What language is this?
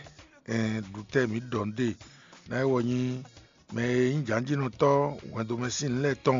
Fon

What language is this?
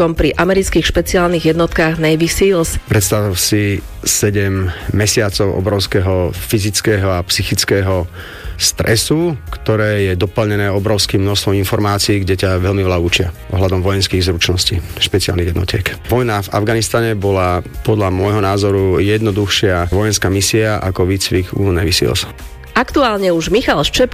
Slovak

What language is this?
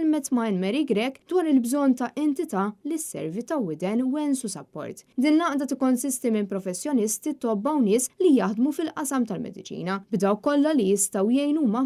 Maltese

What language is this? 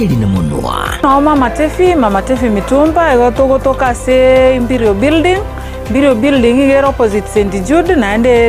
Gusii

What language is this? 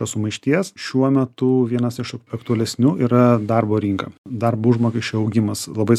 Lithuanian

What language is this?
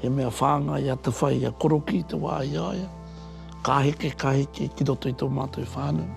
Māori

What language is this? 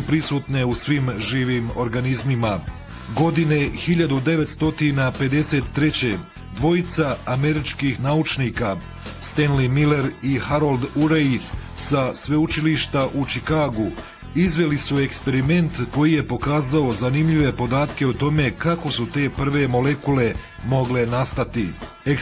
Bosnian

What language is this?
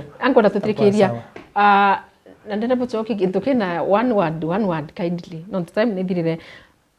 Meru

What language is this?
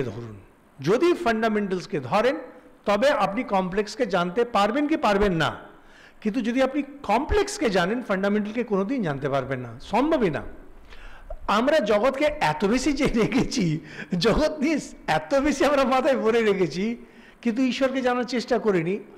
Bangla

